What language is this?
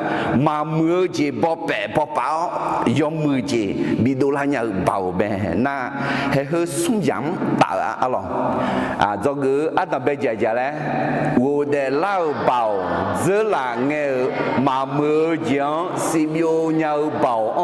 Akha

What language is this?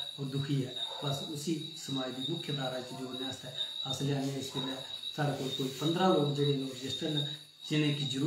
Dogri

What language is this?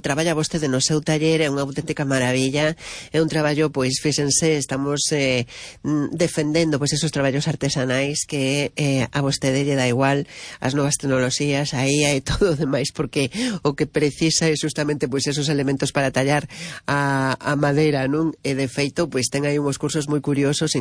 Galician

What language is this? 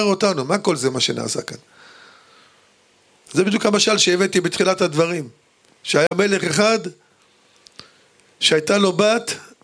Hebrew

